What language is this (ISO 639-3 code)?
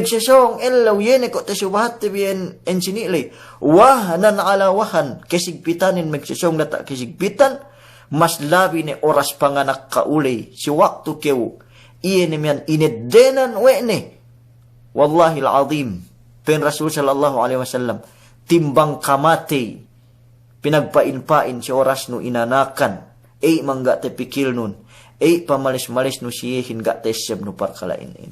yka